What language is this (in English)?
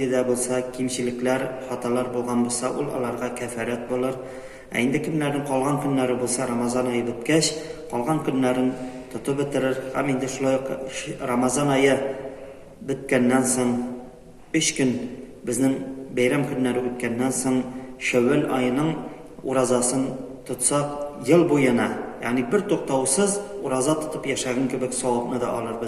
Tatar